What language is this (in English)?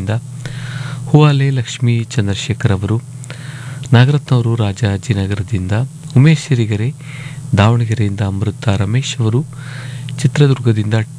Kannada